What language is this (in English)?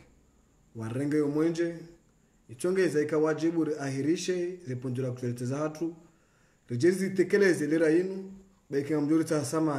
Swahili